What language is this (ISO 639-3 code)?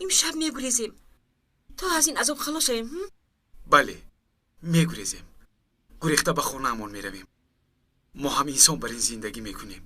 tgk